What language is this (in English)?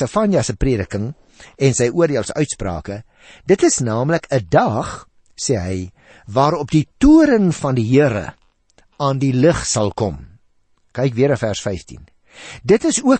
Afrikaans